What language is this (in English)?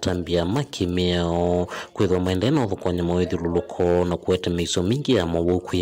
Kamba